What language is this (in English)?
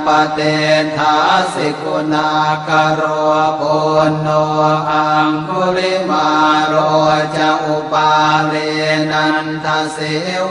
Pali